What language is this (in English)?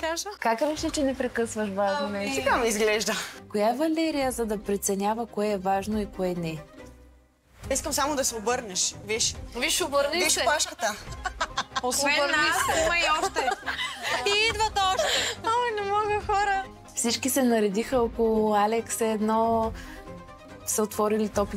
Bulgarian